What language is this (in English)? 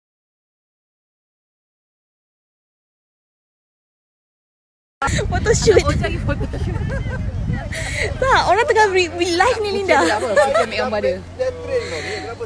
Malay